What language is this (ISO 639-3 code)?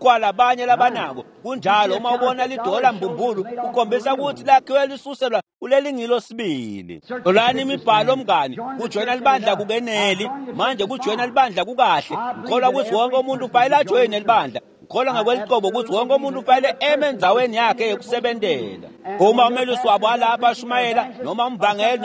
ssw